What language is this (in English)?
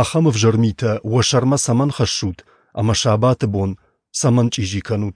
Ossetic